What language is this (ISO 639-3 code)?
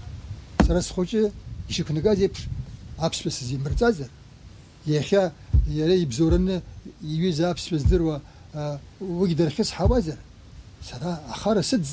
abk